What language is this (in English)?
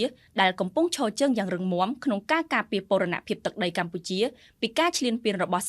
Khmer